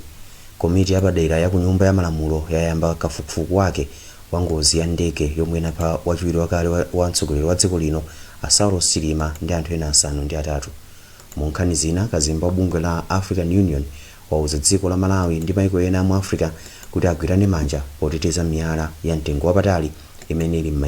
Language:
Nyanja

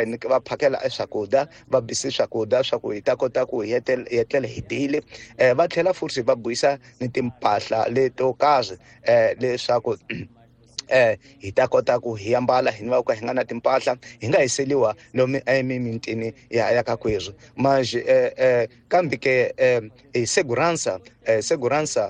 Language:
Tsonga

